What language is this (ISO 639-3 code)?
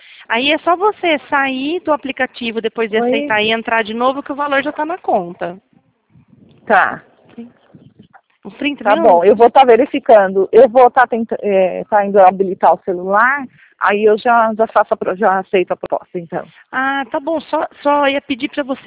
por